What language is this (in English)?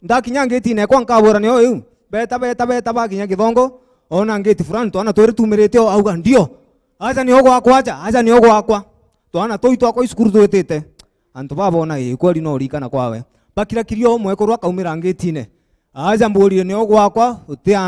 Meru